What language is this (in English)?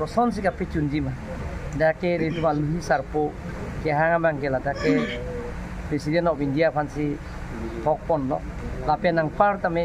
Karbi